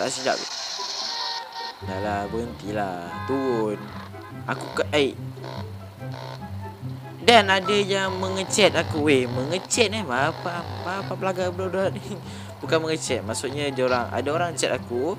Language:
Malay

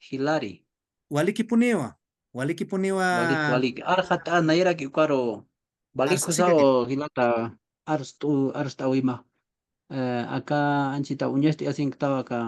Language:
Aymara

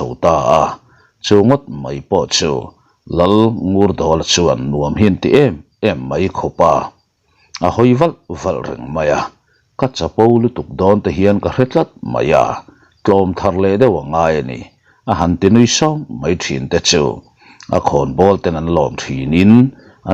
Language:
Mizo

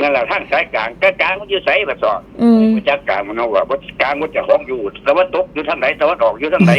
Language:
Northeastern Thai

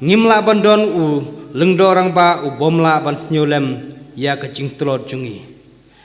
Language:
Khasi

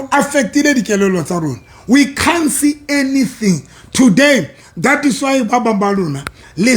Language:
Southern Sotho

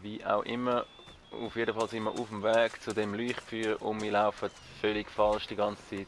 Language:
Swiss German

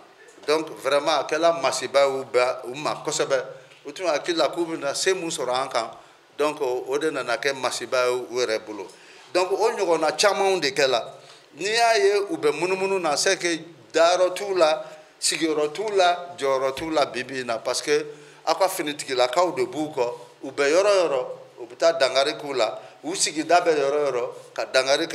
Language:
Bambara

